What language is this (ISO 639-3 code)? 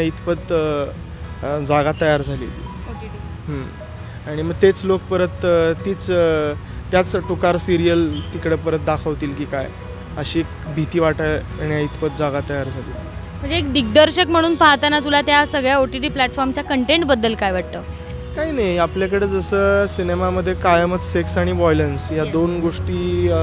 mar